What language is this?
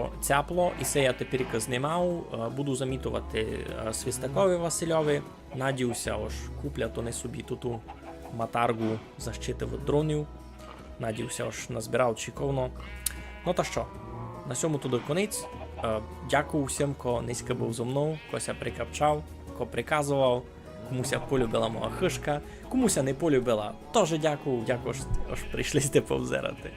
Rusyn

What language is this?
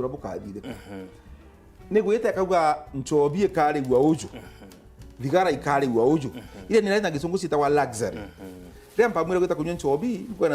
Meru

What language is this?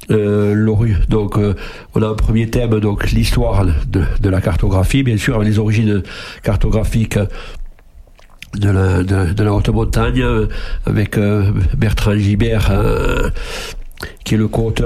French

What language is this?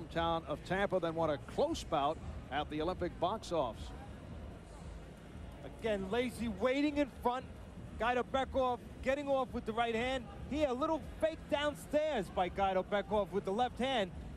English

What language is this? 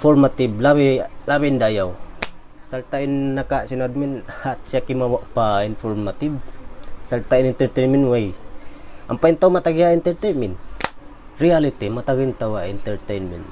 Tausug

